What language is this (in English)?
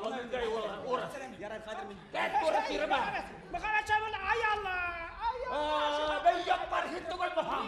Bashkir